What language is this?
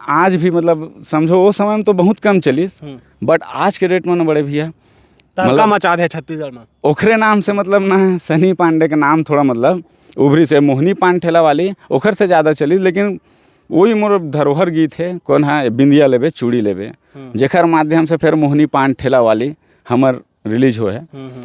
Chhattisgarhi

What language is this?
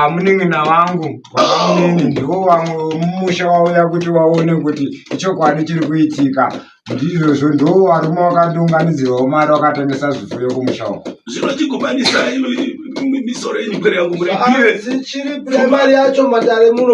Shona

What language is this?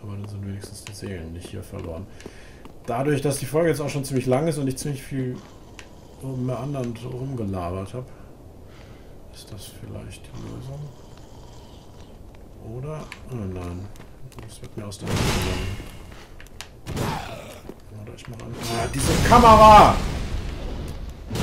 German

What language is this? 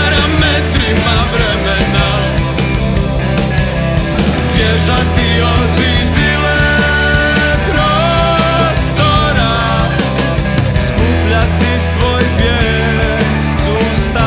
Croatian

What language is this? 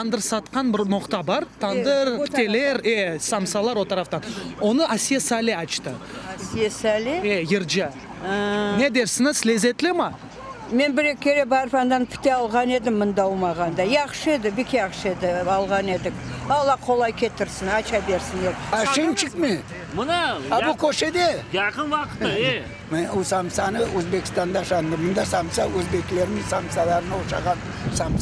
Crimean Tatar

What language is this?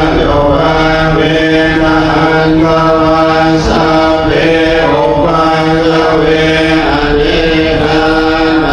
Pali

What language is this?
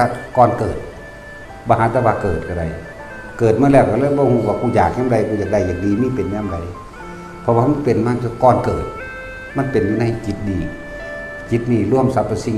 Northeastern Thai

